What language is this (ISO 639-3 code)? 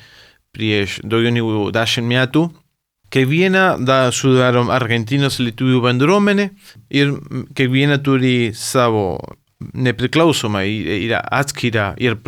lit